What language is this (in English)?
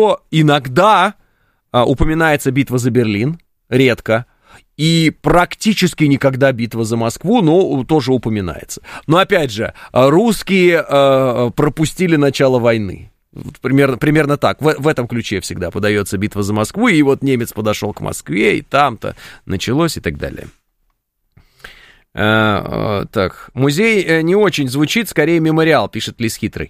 Russian